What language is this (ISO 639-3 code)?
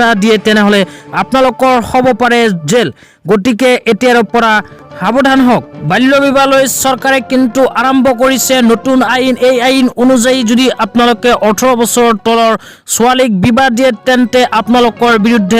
asm